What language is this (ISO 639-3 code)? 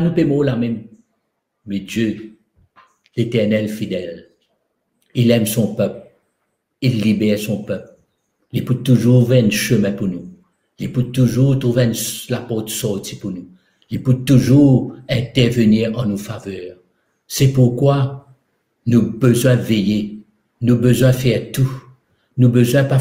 mfe